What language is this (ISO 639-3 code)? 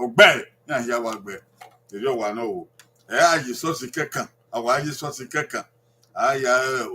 bin